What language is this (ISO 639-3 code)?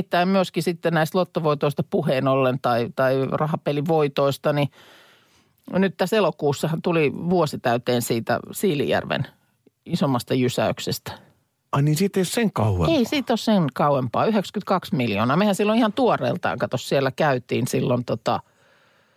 fin